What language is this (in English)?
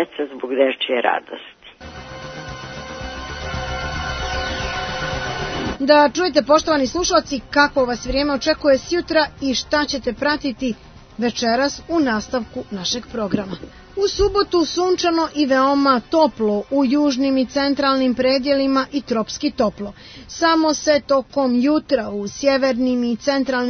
Serbian